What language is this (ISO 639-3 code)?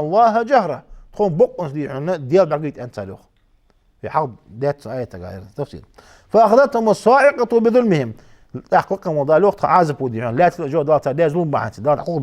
inh